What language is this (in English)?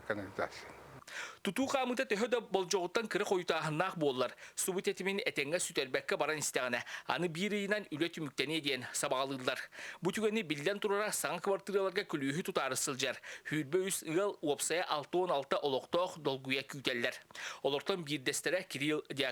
Yakut